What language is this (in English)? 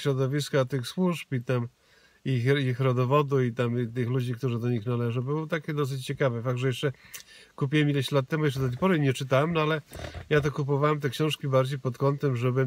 Polish